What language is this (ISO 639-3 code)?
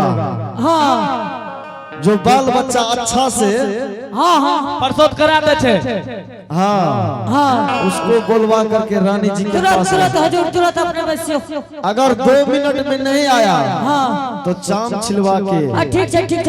anp